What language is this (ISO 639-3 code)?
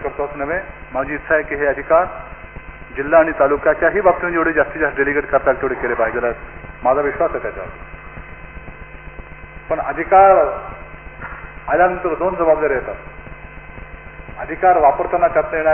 mar